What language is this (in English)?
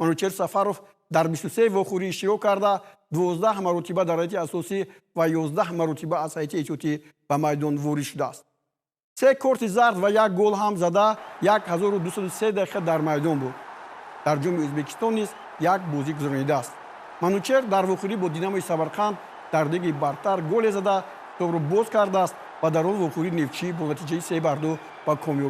Tajik